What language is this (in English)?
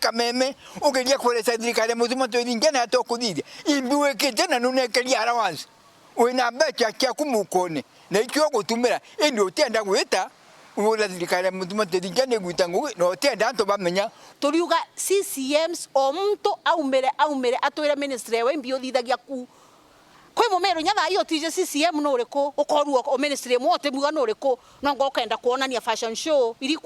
Meru